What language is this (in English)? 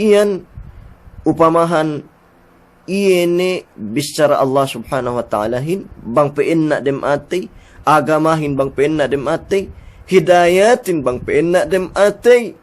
Yakan